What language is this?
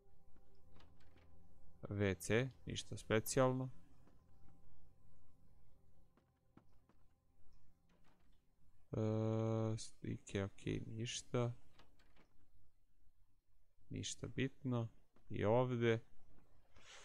Croatian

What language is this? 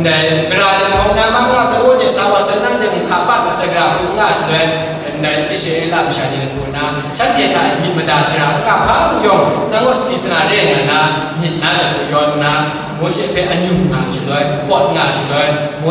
Kachin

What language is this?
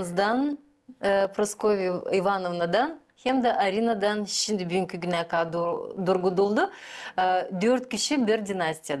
Gagauz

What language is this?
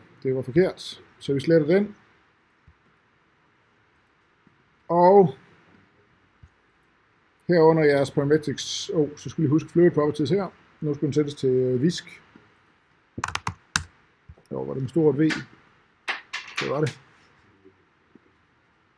Danish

